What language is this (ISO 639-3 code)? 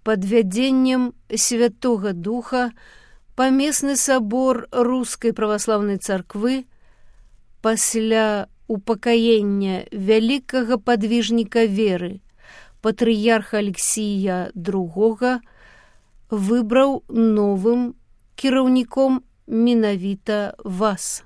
bel